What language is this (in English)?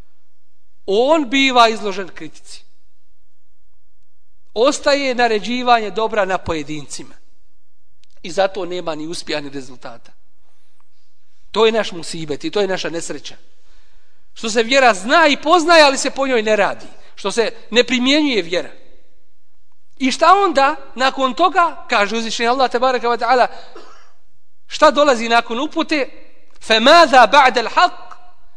Bosnian